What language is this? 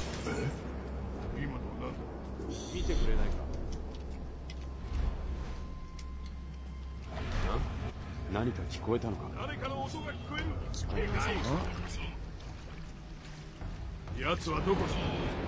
Japanese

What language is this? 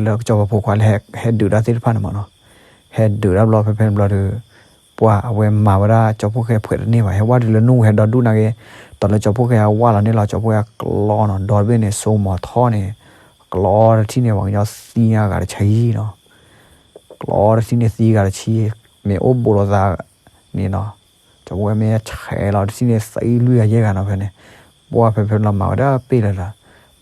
S'gaw Karen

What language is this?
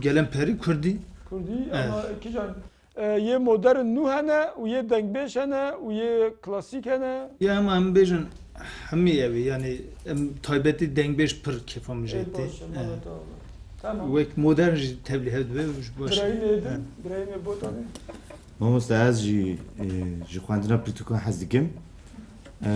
Kurdish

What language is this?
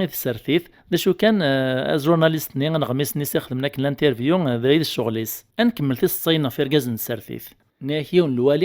Kabyle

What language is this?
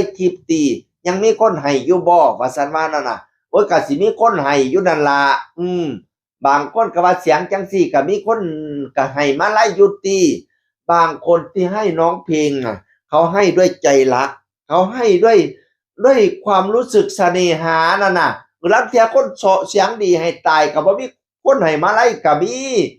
Northeastern Thai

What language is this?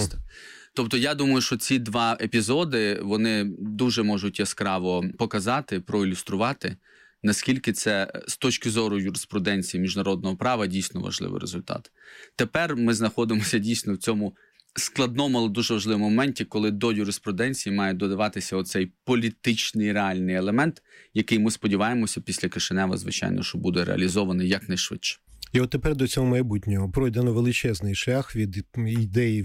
Ukrainian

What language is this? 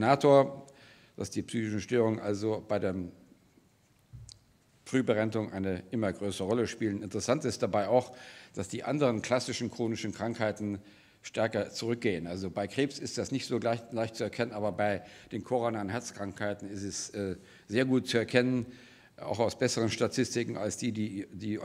German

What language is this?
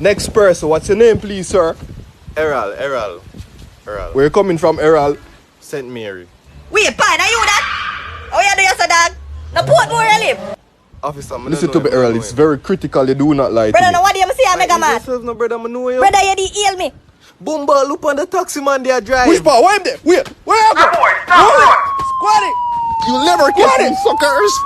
Jamaican Creole English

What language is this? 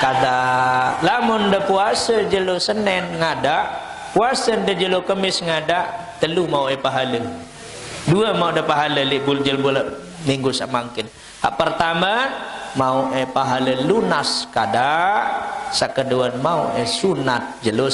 Sasak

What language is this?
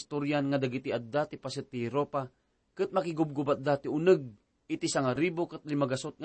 Iloko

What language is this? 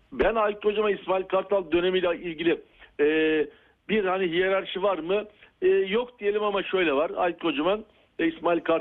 Turkish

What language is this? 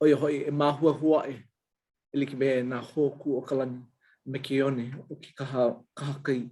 Hawaiian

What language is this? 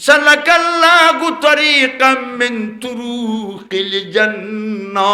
Sylheti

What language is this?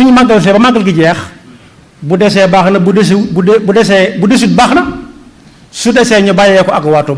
Wolof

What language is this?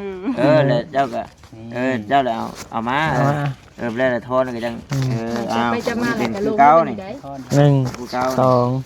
Lao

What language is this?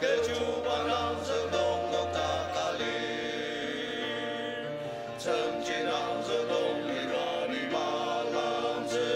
Ao Naga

